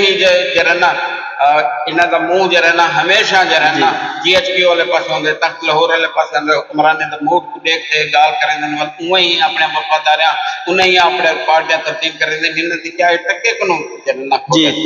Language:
Saraiki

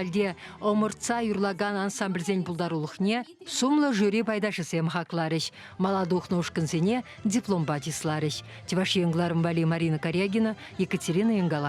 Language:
Chuvash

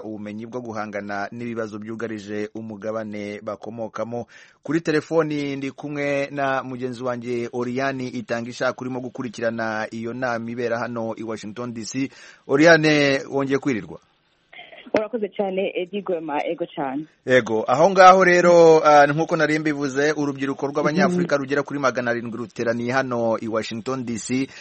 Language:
Kinyarwanda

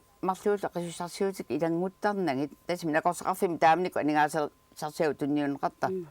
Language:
Kalaallisut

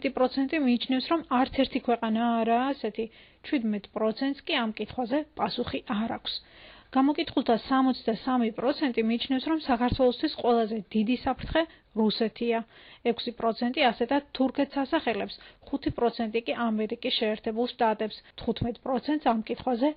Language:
Georgian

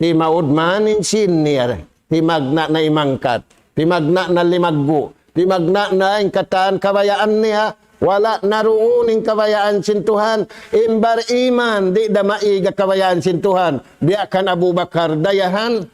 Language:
Tausug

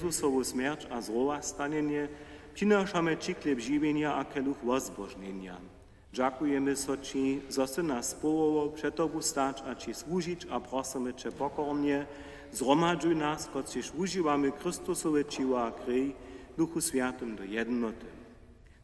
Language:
Upper Sorbian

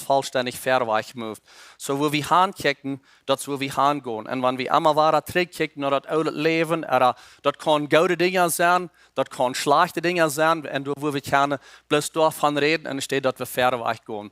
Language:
Plautdietsch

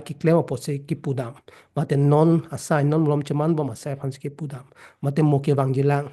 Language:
Karbi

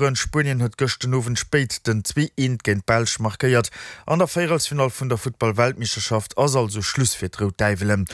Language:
Luxembourgish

